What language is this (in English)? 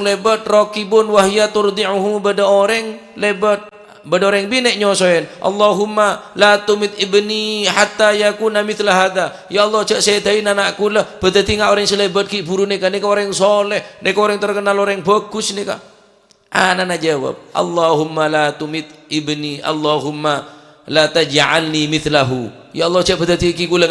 Madurese